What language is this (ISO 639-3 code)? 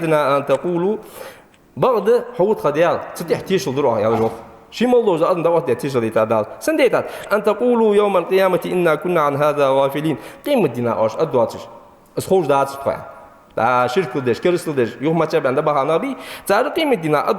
inh